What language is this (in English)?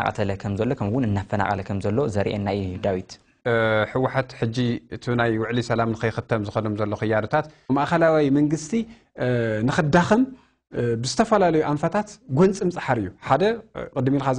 Tigrinya